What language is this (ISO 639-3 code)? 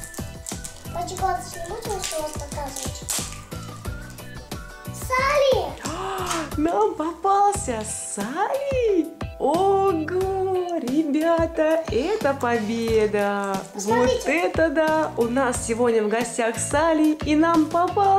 rus